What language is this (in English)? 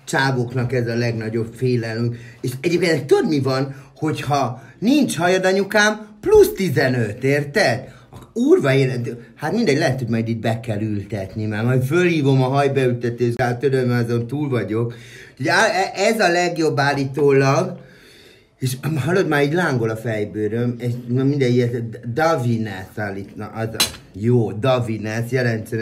Hungarian